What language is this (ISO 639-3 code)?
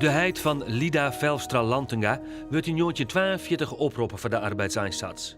fry